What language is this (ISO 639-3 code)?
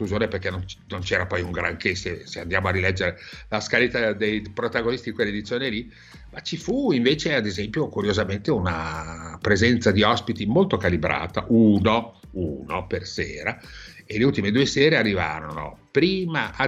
ita